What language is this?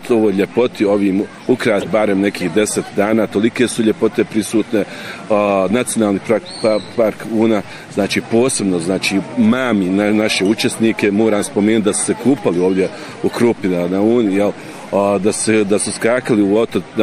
Bosnian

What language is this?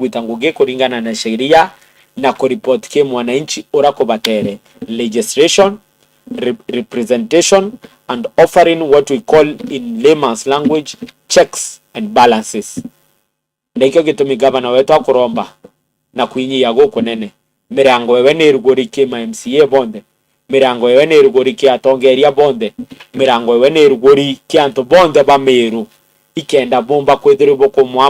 Meru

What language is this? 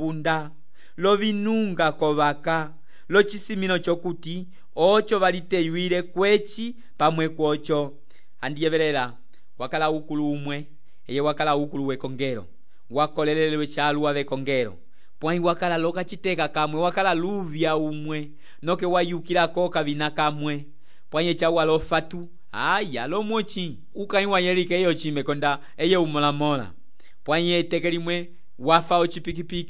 Umbundu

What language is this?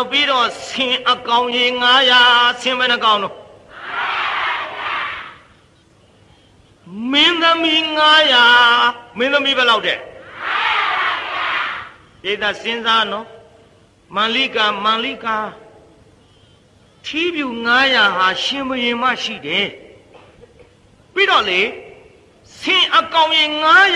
Burmese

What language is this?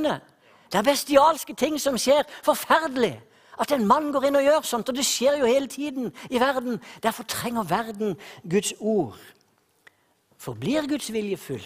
Norwegian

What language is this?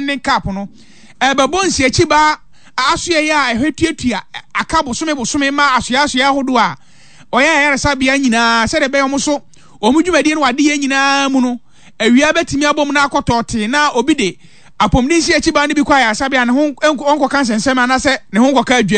Akan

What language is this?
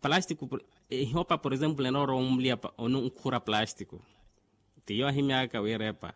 Makhuwa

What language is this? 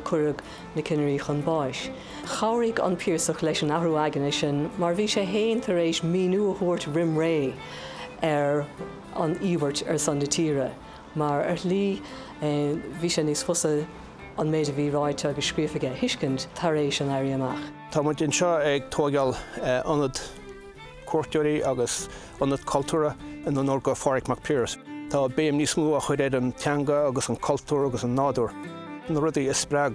Irish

